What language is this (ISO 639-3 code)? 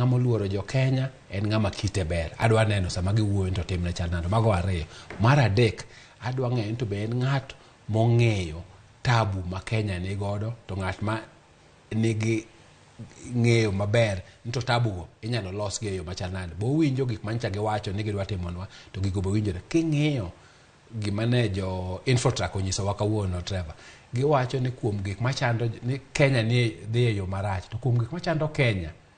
luo